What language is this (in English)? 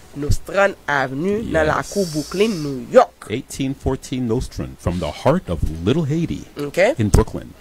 Haitian Creole